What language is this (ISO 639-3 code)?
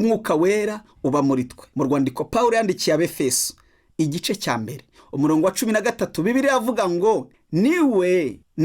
kin